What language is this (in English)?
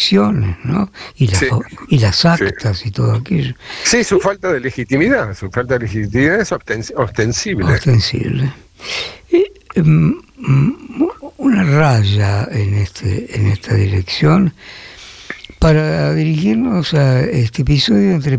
Spanish